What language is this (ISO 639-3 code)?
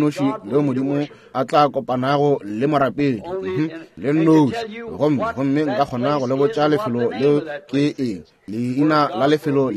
nso